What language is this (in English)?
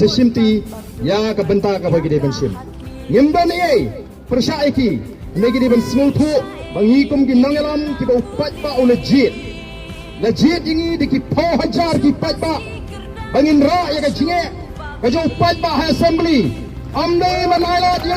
Khasi